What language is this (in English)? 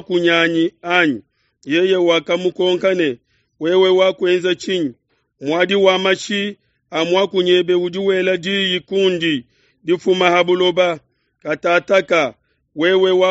Luba-Lulua